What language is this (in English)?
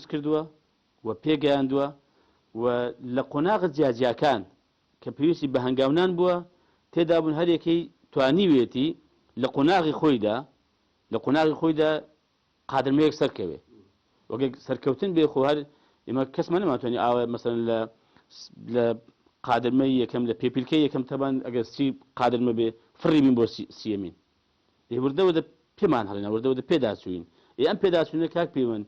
Central Kurdish